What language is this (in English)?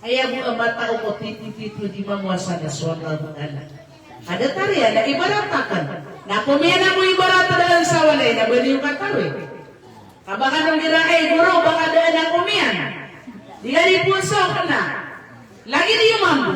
Maranao